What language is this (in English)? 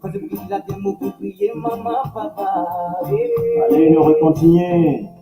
Morisyen